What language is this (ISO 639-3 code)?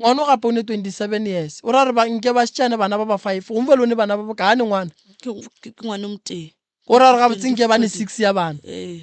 nso